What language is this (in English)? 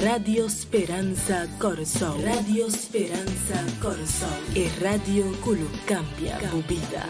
Papiamento